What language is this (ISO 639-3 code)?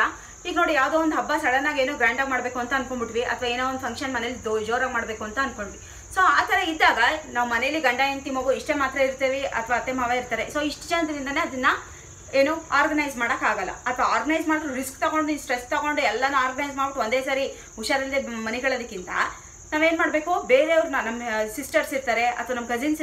kan